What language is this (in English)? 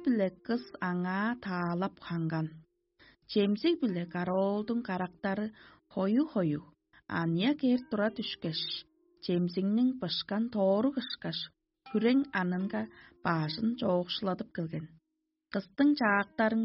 Tuvinian